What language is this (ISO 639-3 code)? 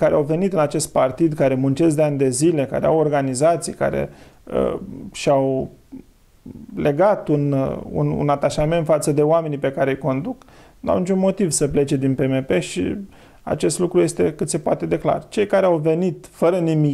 ron